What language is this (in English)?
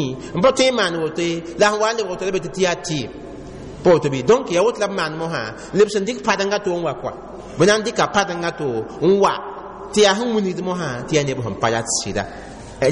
Mossi